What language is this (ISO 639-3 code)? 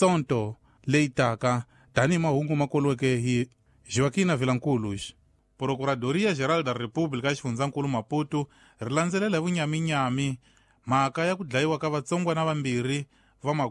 tso